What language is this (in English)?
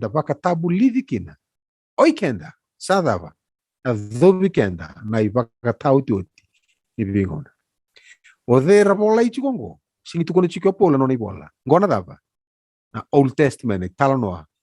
Fijian